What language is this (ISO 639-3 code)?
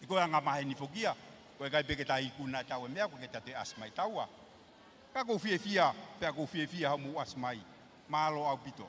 ton